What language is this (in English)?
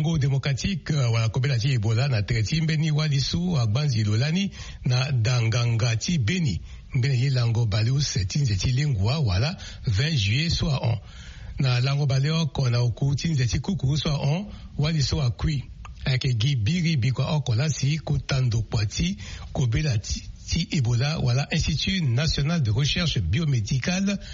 Sango